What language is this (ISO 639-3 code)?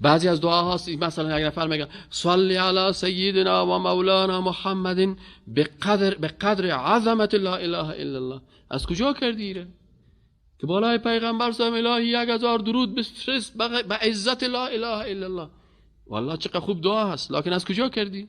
fas